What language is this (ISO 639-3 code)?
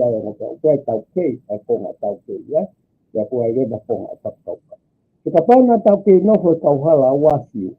ton